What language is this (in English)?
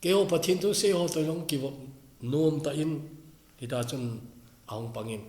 Thado Chin